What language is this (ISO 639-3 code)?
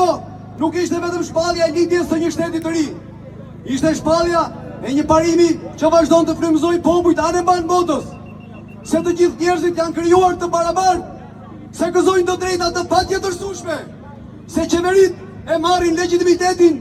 sqi